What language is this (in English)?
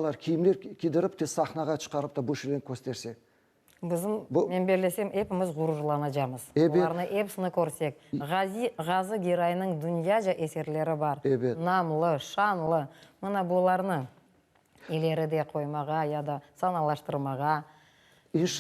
Crimean Tatar